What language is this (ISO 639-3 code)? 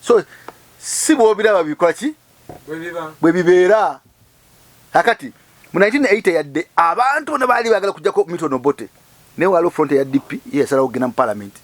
lug